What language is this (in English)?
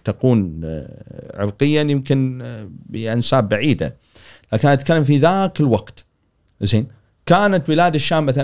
Gulf Arabic